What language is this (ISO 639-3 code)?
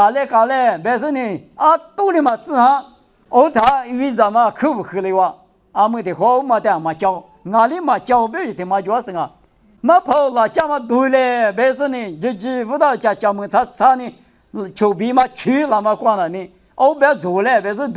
lis